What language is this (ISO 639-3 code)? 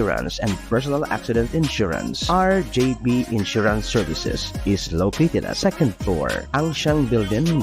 bik